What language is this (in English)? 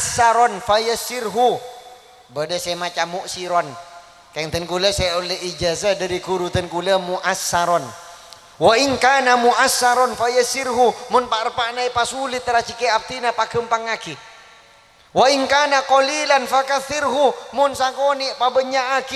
Madurese